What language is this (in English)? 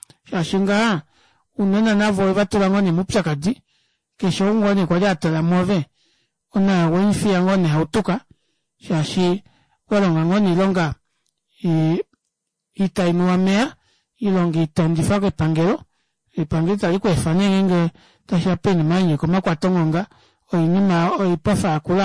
Kuanyama